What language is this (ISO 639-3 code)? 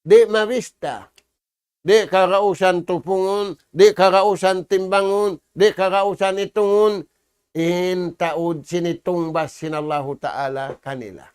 tsg